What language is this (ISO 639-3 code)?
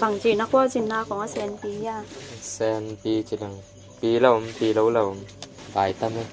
ctd